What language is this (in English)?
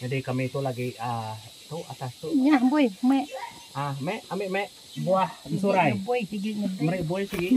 Iban